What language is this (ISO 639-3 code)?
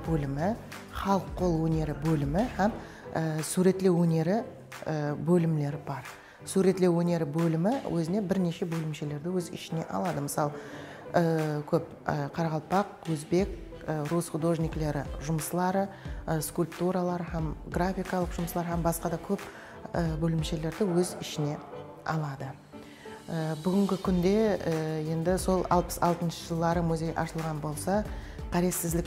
kaa